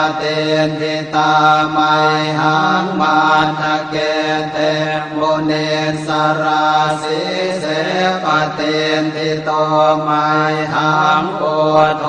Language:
Pali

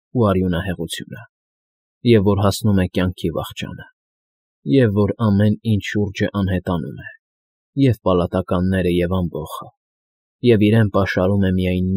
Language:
Armenian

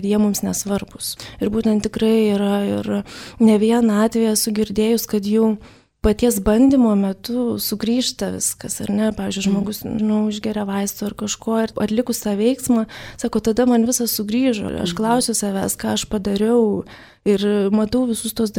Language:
Lithuanian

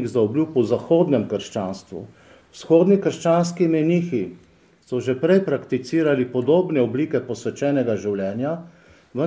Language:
Slovenian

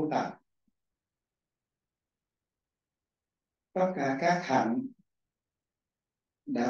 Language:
Vietnamese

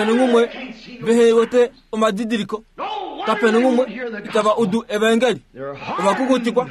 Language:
Kuanyama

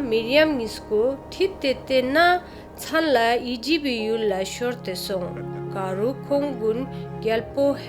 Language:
Ladakhi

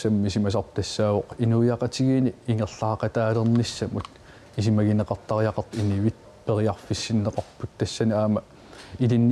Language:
Kalaallisut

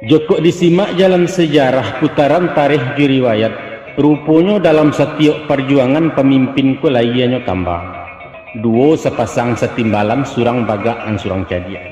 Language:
Minangkabau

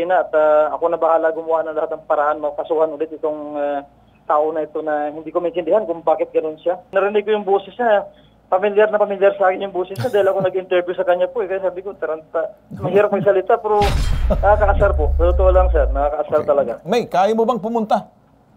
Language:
Filipino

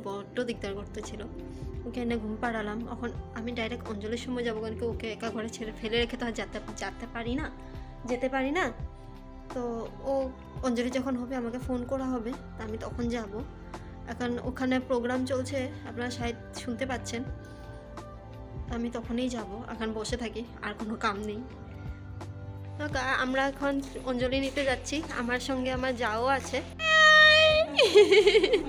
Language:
Bangla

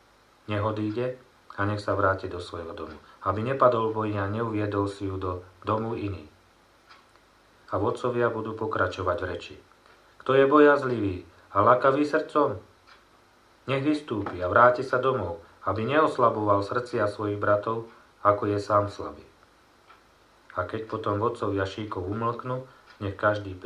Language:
Slovak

